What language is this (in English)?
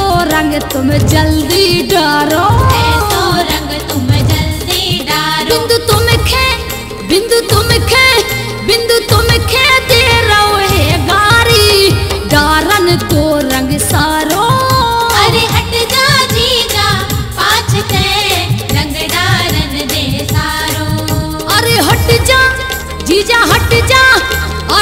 Bundeli